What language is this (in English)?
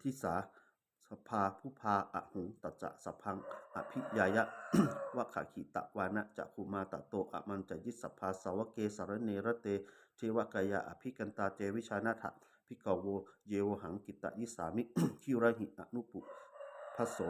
Pali